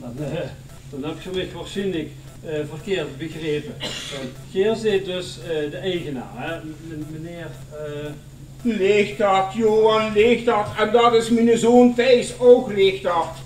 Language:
Limburgish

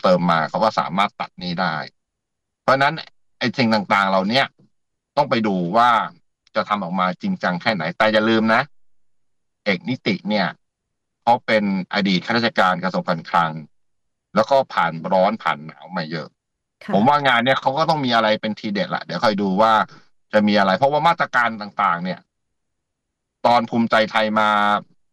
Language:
Thai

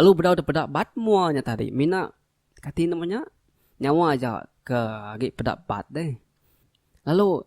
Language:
Iban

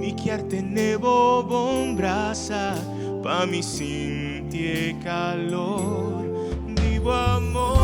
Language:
Papiamento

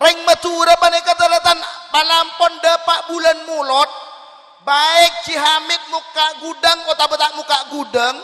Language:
Madurese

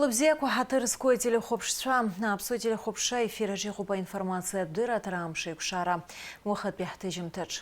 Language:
Abkhazian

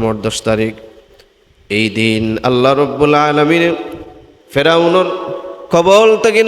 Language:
Sylheti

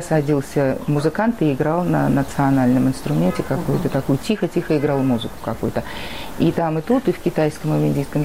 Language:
Russian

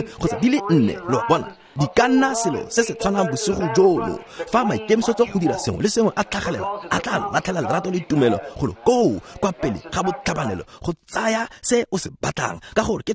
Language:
Tswana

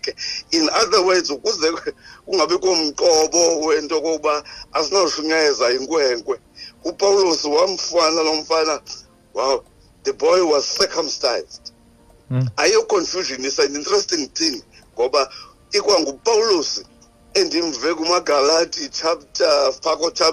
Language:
Xhosa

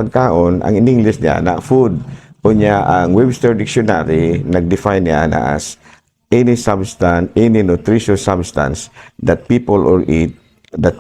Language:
Cebuano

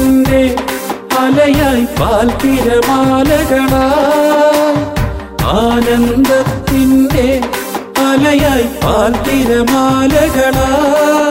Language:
Malayalam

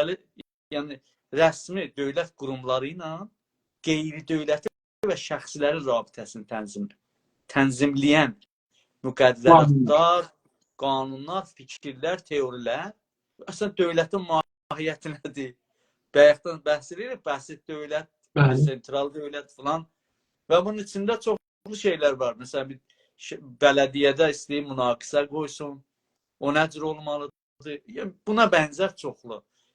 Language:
South Azerbaijani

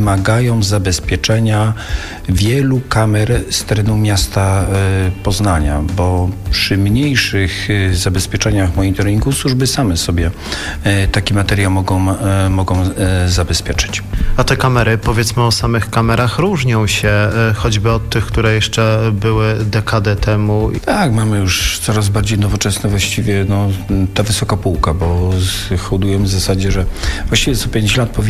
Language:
Polish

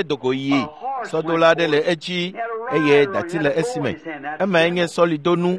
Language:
Ewe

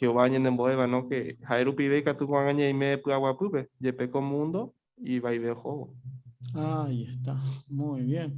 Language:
Guarani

